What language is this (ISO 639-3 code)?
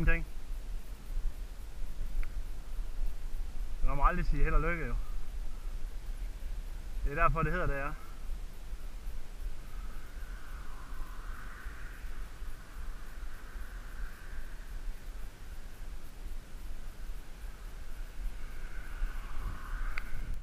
dan